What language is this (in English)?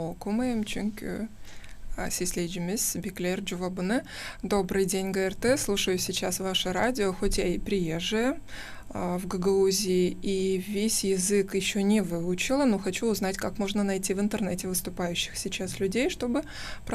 Gagauz